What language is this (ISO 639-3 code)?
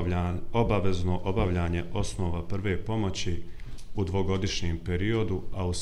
bos